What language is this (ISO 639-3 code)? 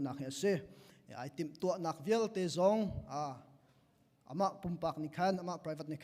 cnh